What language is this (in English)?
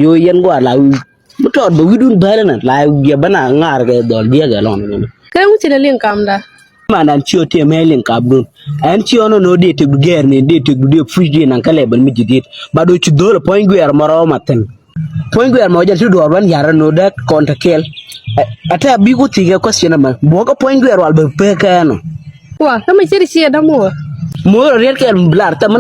Nuer